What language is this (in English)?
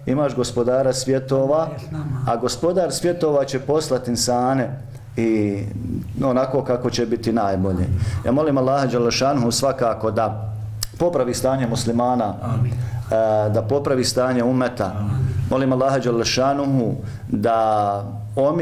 Bosnian